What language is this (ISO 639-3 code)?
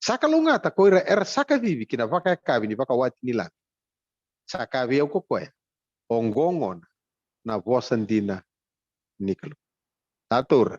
fij